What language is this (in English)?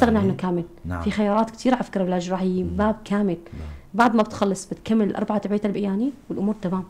North Levantine Arabic